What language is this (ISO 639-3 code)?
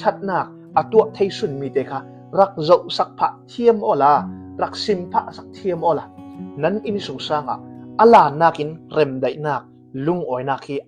cnh